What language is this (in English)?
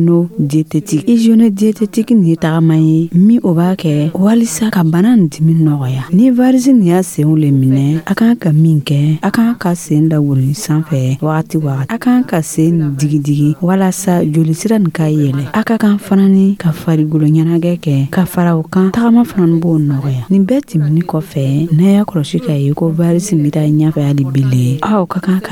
Dyula